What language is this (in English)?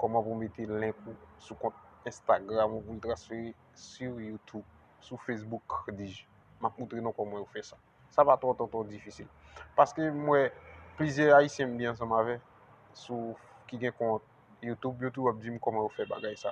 Haitian Creole